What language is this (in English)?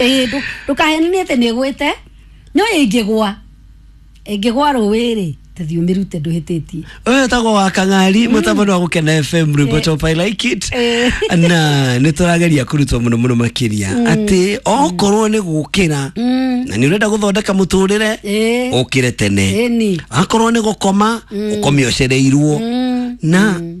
Kikuyu